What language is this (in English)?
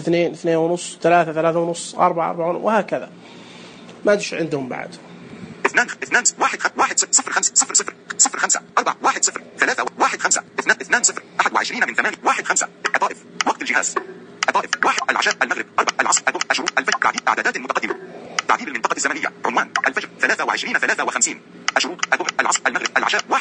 Najdi Arabic